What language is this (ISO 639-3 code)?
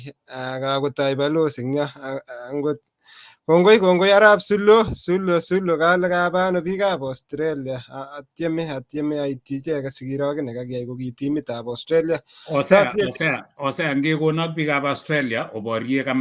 kln